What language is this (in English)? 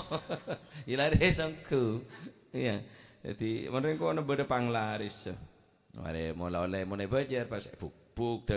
Madurese